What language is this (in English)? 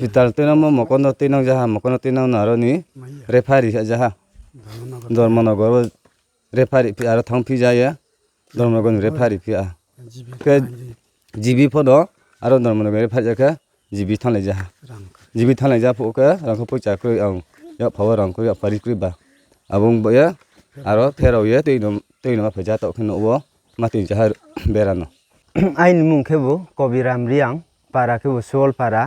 Riang (India)